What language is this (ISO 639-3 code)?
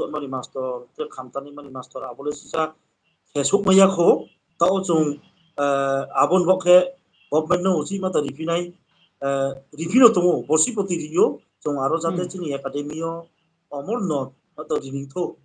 ria